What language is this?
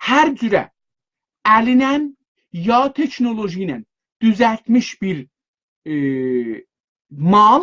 South Azerbaijani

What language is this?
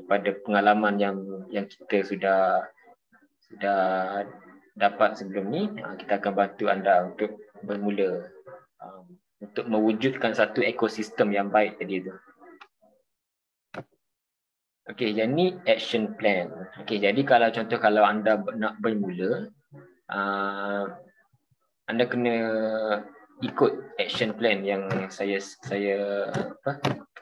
Malay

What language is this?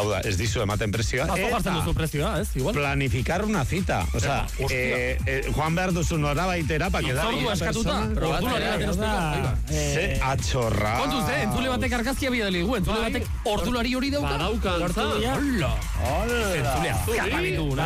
Basque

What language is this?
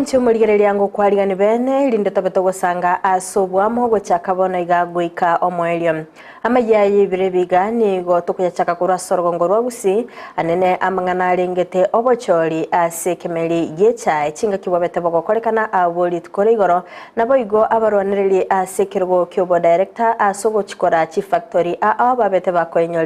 Gusii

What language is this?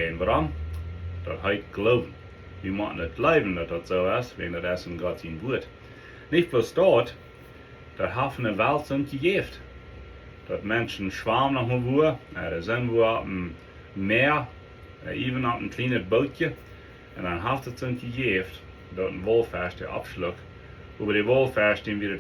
Plautdietsch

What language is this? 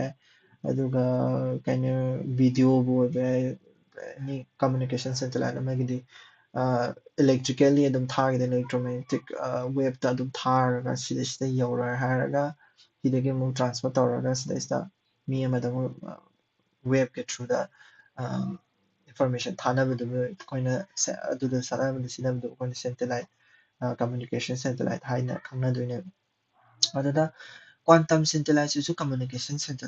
Manipuri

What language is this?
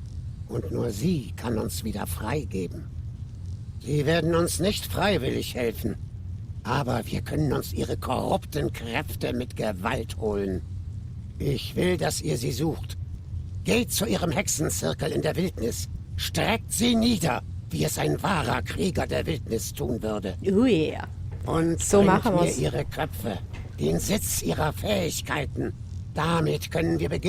Swiss German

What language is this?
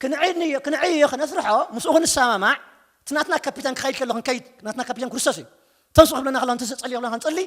Tigrinya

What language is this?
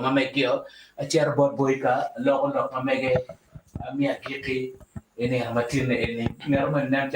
Acoli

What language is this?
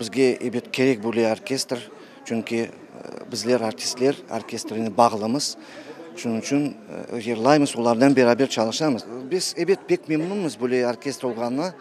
Crimean Tatar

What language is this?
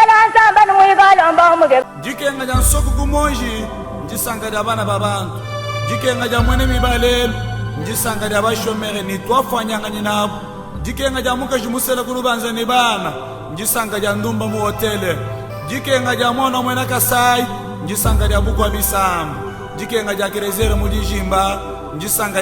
Luba-Lulua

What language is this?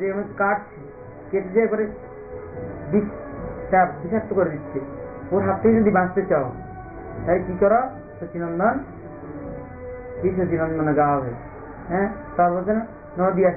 Hindi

